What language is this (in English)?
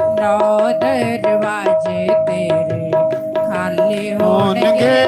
Dogri